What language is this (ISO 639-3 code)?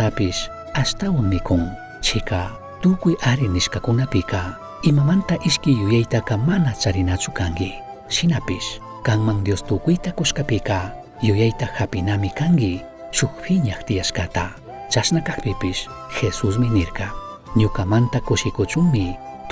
qug